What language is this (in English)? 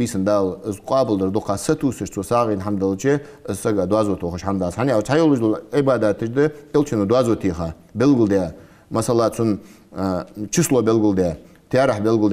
Ingush